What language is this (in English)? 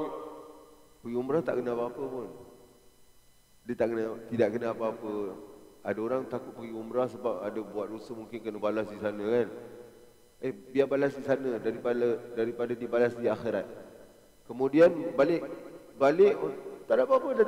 Malay